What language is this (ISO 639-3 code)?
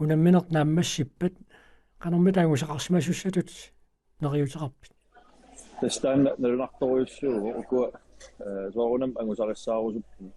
kal